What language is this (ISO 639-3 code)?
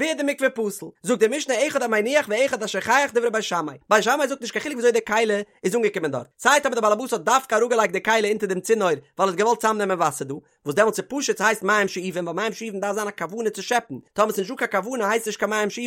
yid